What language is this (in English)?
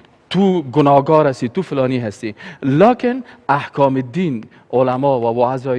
Persian